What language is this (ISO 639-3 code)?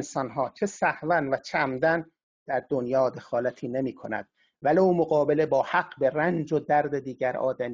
fas